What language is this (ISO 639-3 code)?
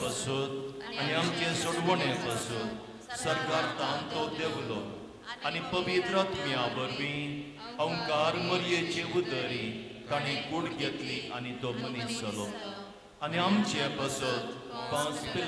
kok